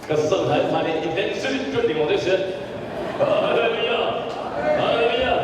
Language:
Hakha Chin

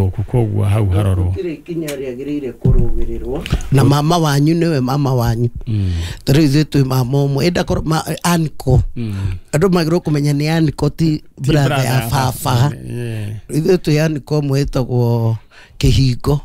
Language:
Kikuyu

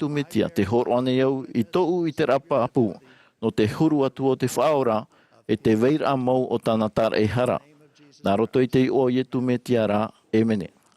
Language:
Tahitian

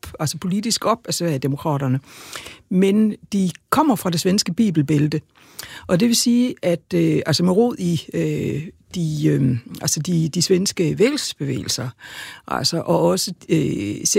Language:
Danish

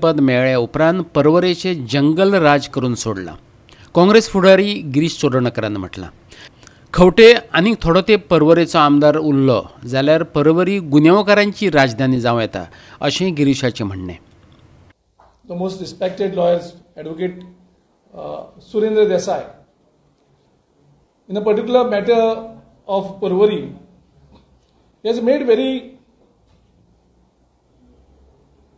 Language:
Konkani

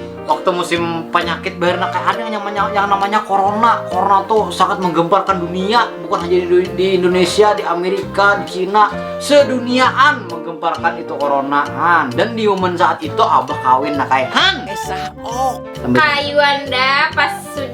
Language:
Banjar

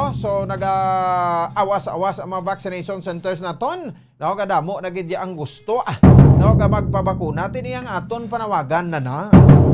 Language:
Hiligaynon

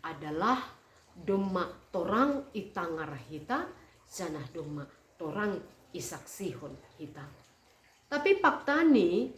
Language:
Batak Simalungun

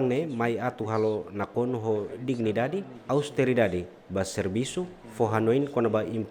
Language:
Tetum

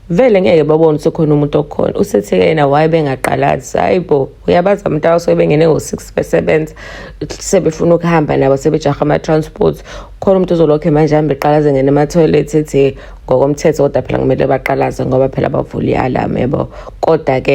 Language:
Zulu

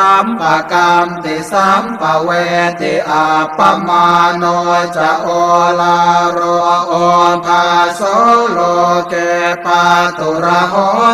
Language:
Pali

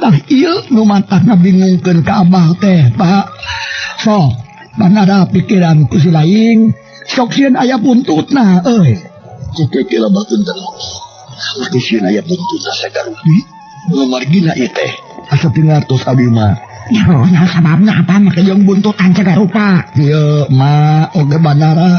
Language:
Sundanese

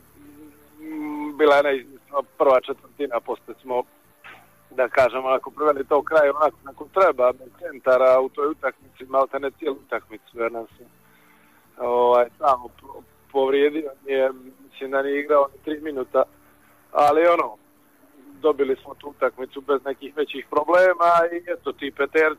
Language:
Croatian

